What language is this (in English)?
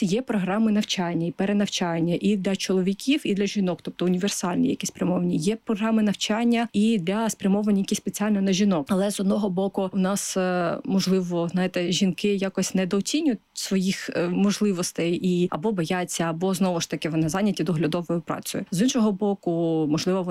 Ukrainian